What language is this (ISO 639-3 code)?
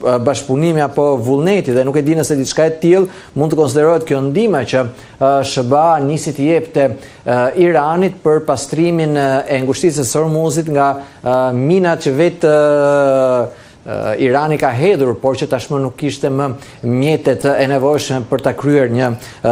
sqi